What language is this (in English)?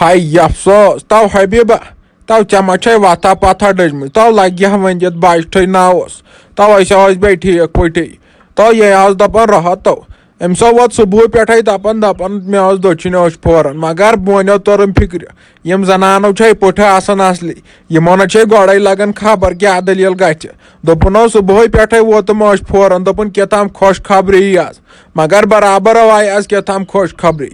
Kashmiri